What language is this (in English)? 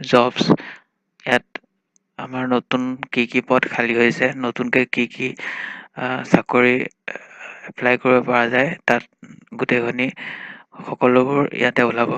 Assamese